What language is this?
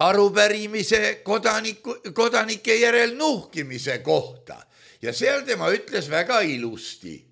Estonian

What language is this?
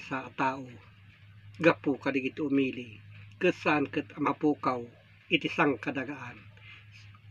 Iloko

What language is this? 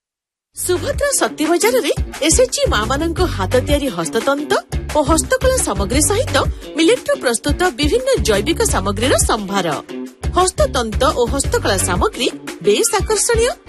Odia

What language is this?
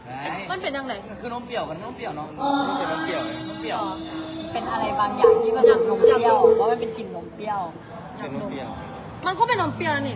Northeastern Thai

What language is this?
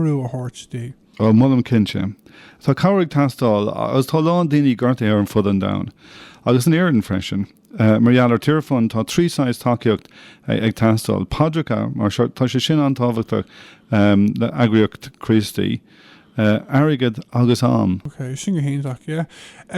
Irish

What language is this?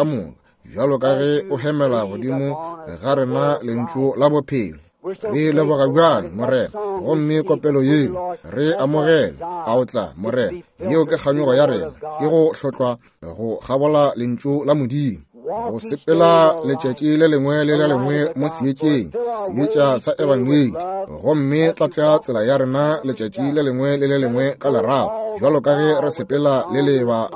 Northern Sotho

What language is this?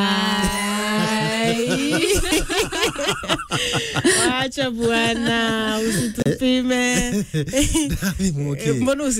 Swahili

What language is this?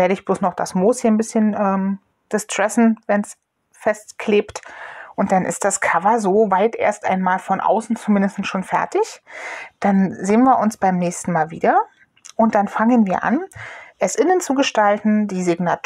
German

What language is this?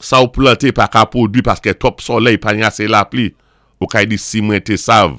Saint Lucian Creole French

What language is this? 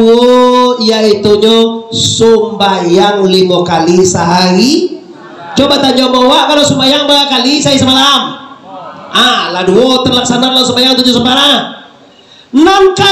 Minangkabau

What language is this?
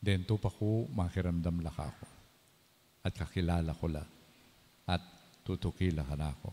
Pampanga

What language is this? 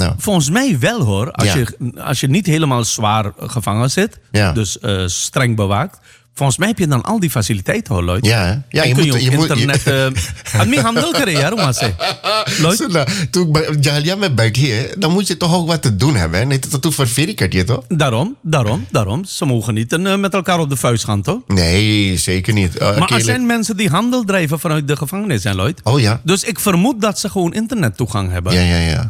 Dutch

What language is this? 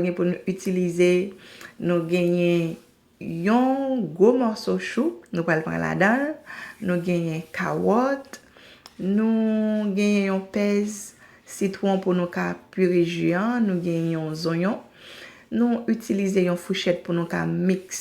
Haitian Creole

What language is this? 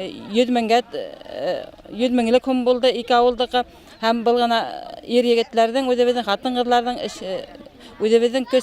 Bashkir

